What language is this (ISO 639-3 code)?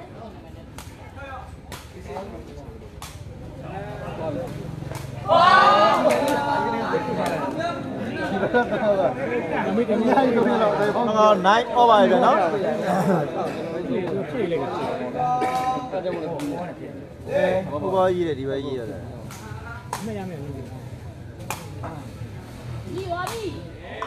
mya